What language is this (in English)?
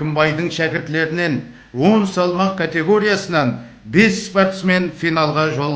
Kara-Kalpak